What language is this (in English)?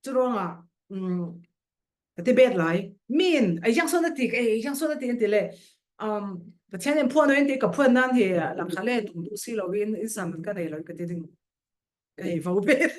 Falam Chin